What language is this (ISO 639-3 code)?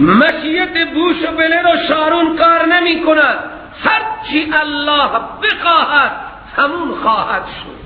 fas